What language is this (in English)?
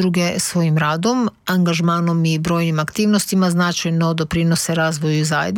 Croatian